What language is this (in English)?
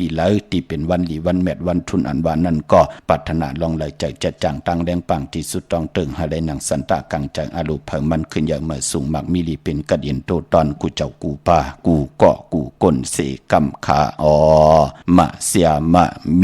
Shan